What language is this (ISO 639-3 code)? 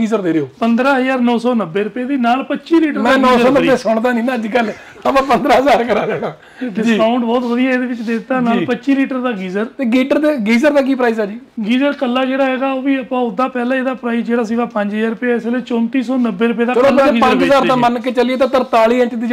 pan